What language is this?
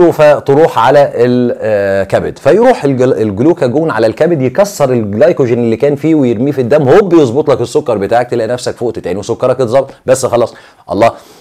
Egyptian Arabic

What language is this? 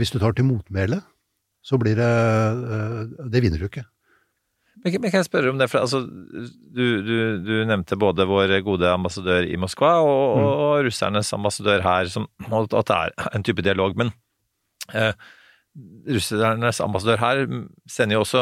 Norwegian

